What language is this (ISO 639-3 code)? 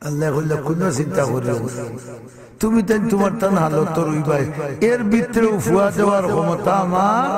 syl